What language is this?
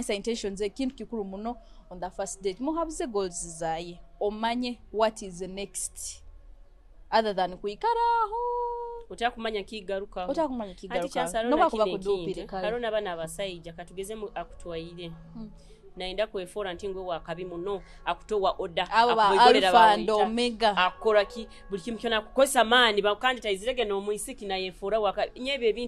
Nyoro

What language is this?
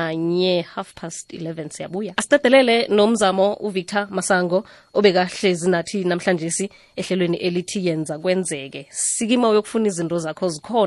South Ndebele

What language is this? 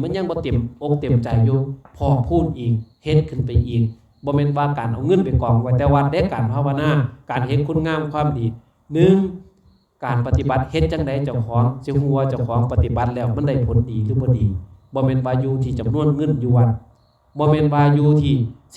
Lao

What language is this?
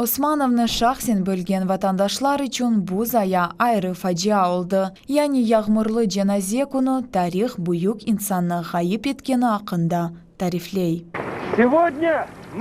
Crimean Tatar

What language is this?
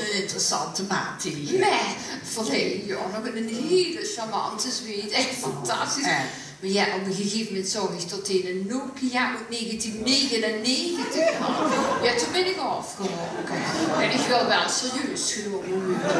Limburgish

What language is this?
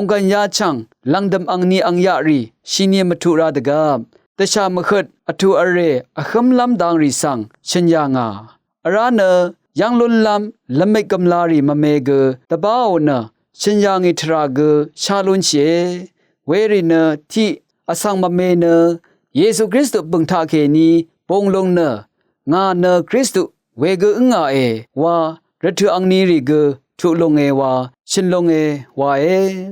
Rawang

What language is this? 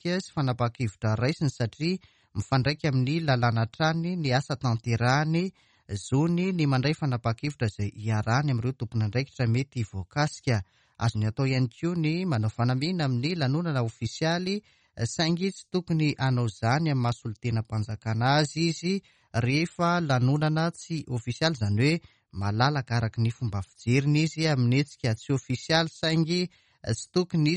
Malagasy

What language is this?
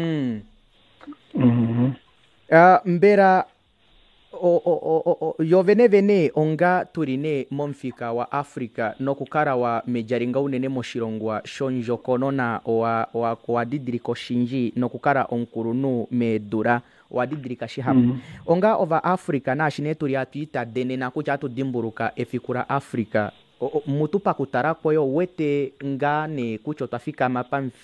Kuanyama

